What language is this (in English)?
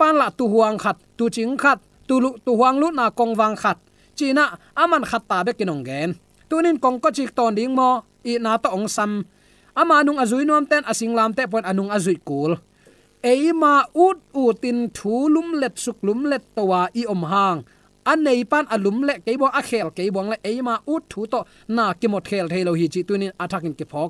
Tedim Chin